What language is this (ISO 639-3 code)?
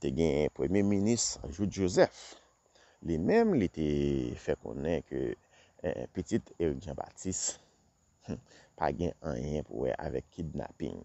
hat